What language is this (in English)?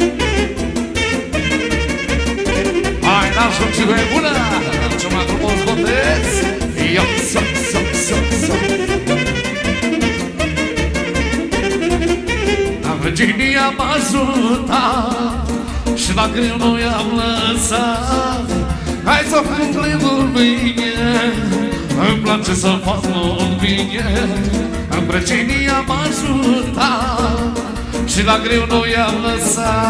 Romanian